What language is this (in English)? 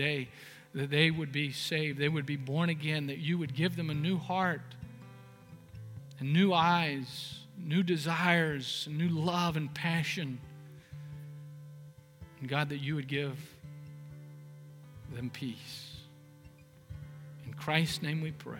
English